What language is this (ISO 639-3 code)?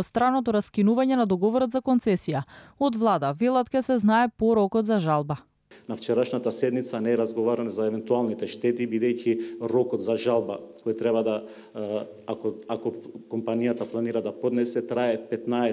mkd